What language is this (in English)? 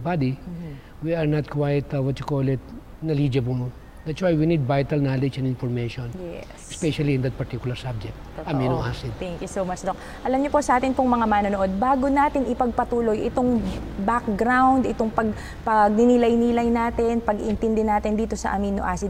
Filipino